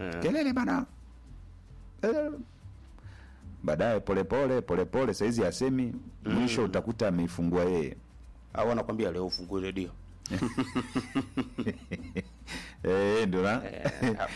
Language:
Swahili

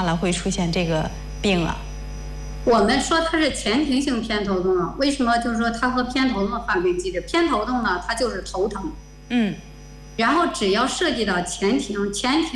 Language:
Chinese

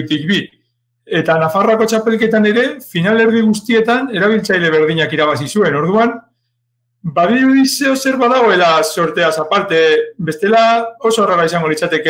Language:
Basque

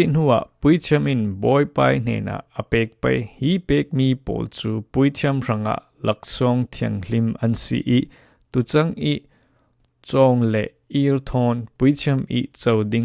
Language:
Falam Chin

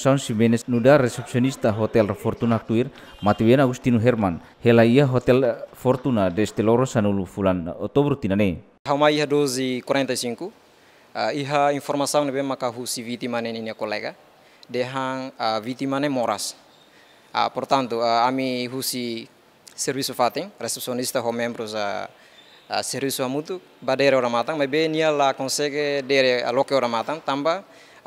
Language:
Tetum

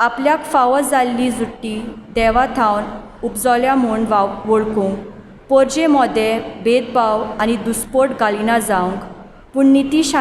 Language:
Konkani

